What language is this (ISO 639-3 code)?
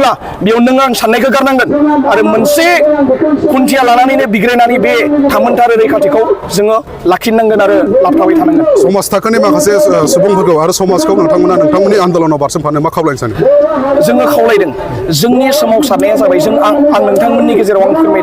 brx